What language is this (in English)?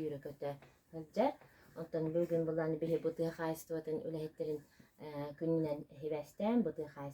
Yakut